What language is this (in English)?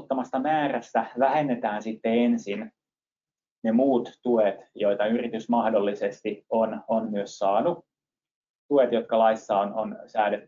Finnish